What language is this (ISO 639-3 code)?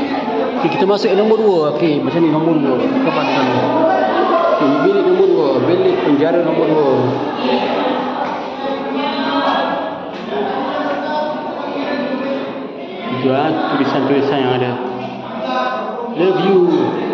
msa